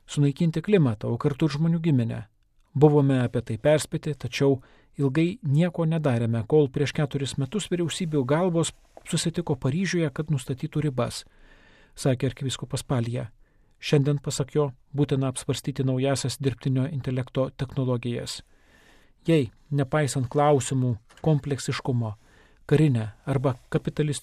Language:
Lithuanian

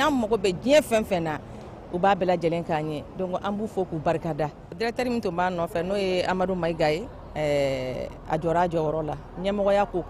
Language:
Bambara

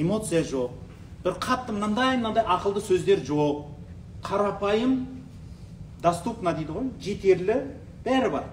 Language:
Kazakh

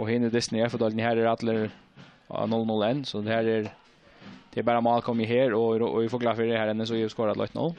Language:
Faroese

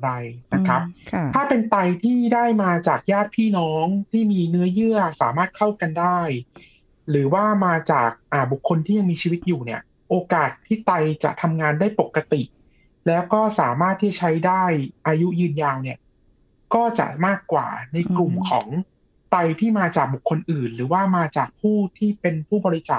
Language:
Thai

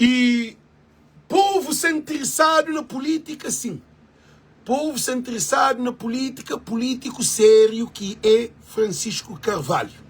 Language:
Kabuverdianu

